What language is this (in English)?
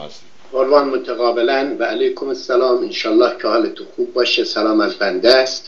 Persian